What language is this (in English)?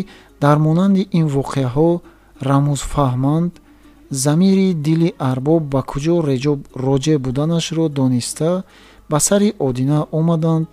Tajik